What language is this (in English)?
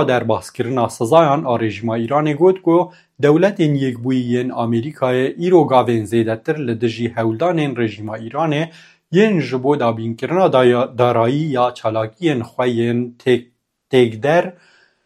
Kurdish